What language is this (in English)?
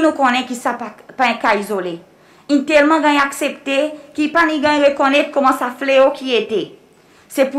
Seselwa Creole French